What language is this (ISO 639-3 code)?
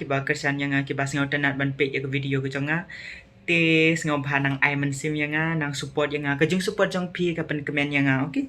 kha